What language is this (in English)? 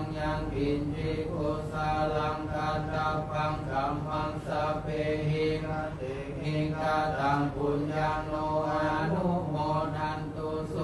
Pali